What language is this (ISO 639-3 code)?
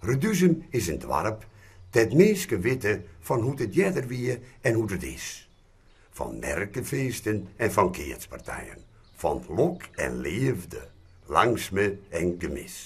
fry